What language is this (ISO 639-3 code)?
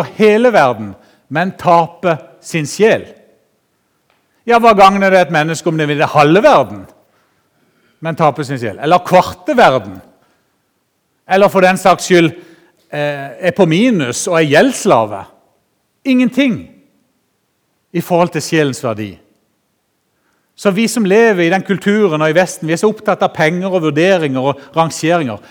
nor